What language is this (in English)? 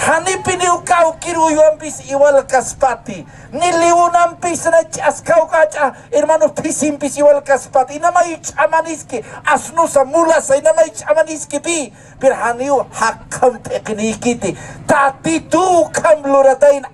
Aymara